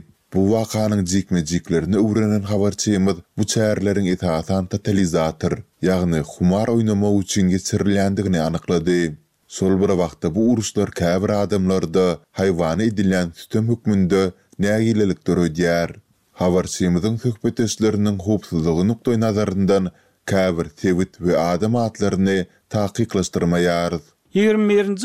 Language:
Turkmen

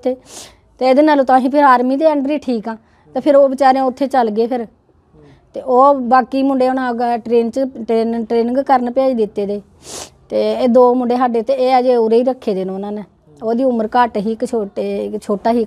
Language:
Punjabi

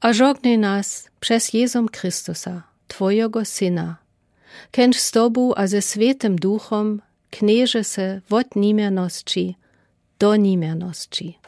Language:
Lower Sorbian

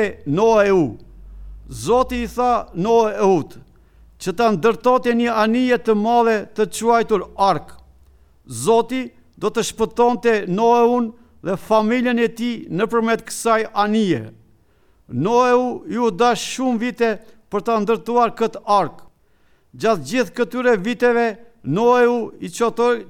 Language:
Albanian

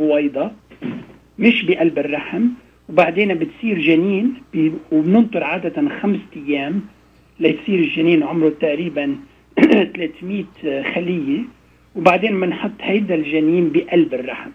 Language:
North Levantine Arabic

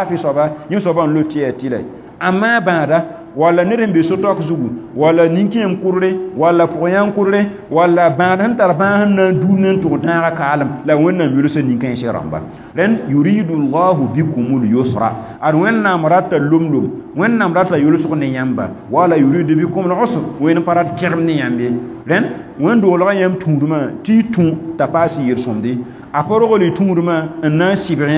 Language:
Mossi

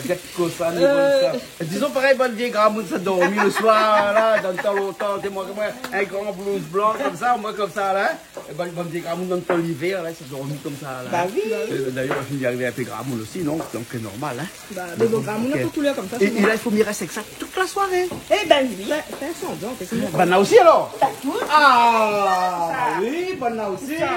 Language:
Réunion Creole French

